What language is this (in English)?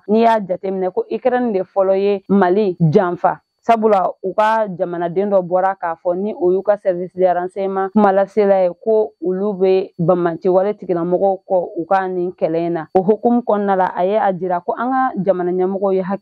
Bambara